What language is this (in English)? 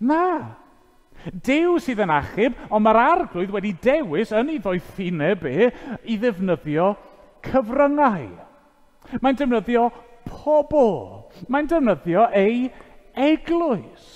Welsh